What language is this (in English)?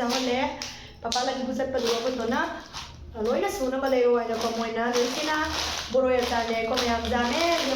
Manipuri